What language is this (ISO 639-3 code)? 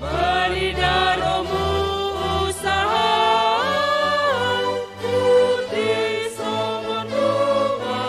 bts